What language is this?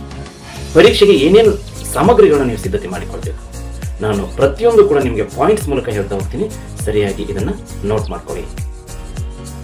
Kannada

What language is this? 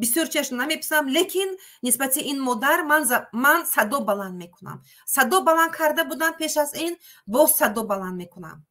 Tajik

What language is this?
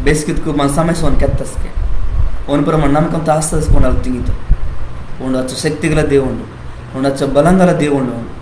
Koya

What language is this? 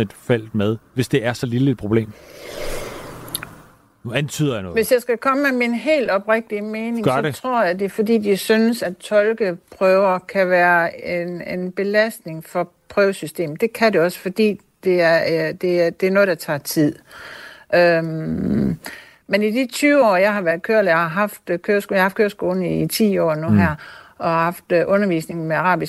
Danish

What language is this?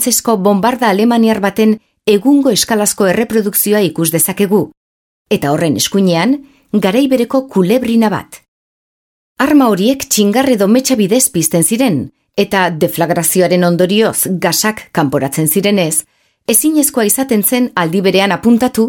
Basque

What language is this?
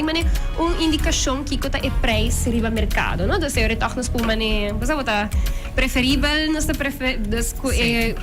Papiamento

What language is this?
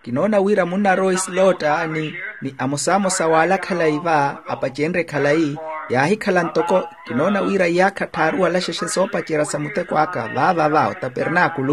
Makhuwa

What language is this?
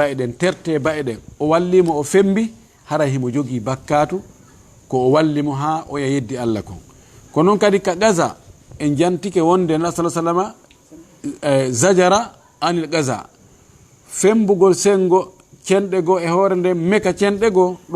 Fula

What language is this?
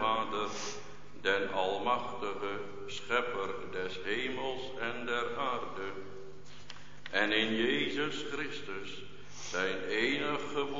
Dutch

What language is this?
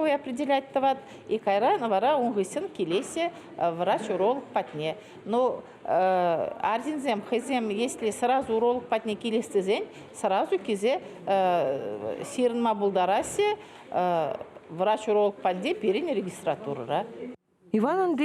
Chuvash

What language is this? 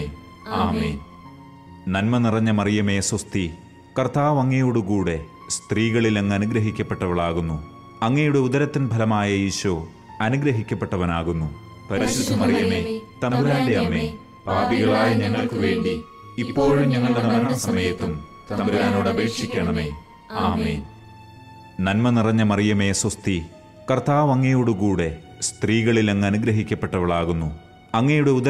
Malayalam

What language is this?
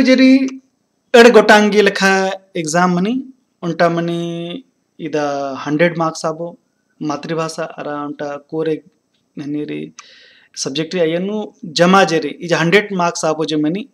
Kurukh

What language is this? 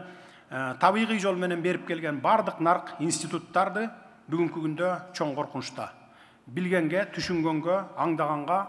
Kyrgyz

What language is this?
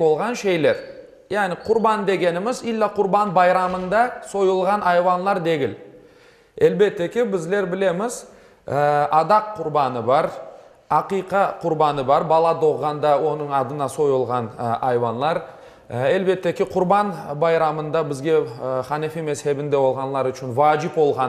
Crimean Tatar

